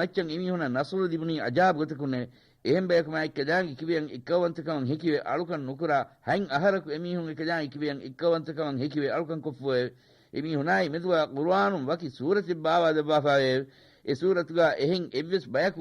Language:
Divehi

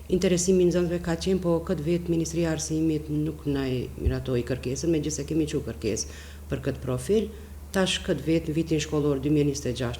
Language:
Albanian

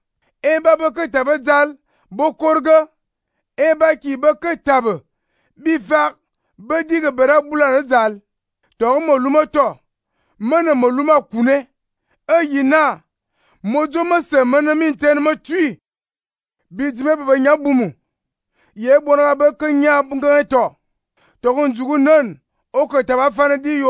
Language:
Fang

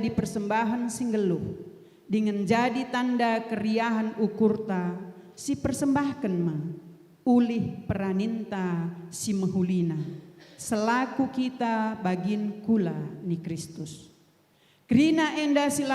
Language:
Batak Karo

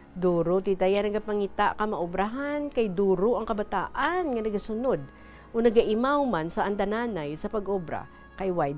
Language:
Hiligaynon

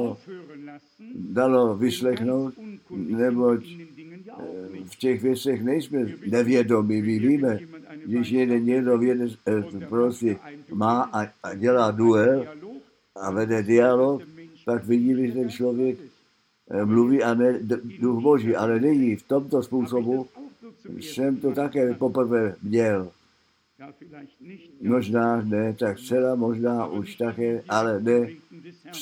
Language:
Czech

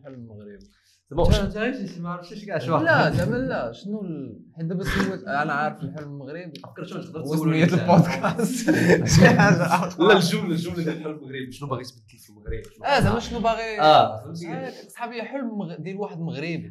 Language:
Moroccan Arabic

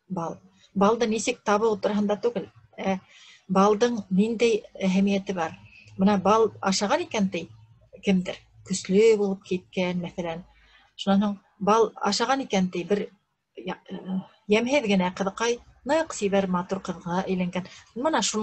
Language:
Bashkir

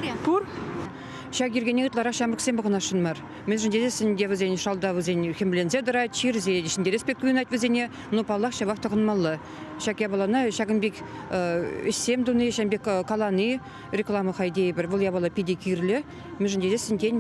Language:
Chuvash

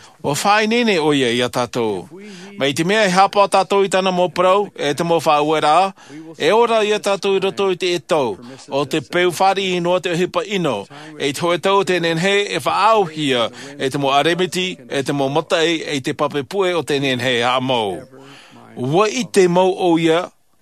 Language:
Tahitian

